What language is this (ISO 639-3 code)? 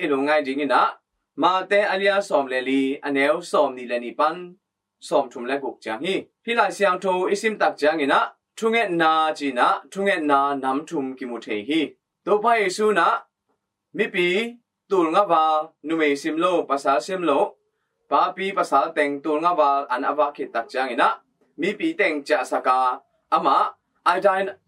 ctd